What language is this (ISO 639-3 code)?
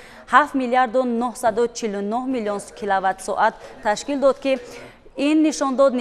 tgk